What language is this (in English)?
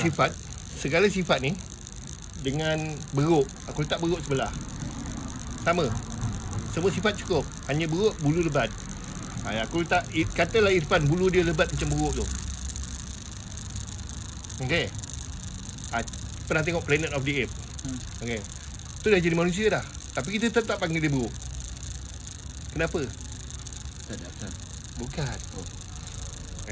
Malay